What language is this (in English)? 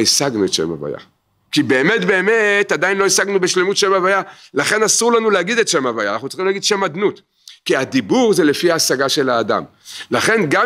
Hebrew